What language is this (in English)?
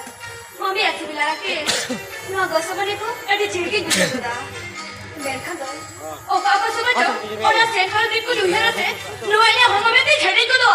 Santali